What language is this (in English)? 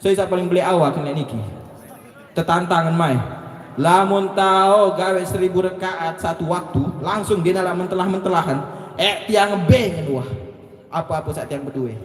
Sasak